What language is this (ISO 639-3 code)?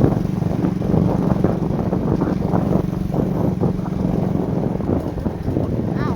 tts